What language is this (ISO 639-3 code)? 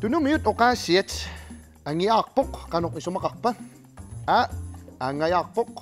kal